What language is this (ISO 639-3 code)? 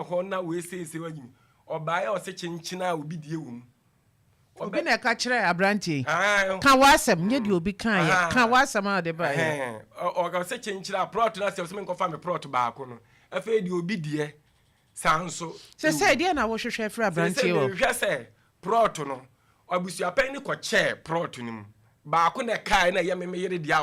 aka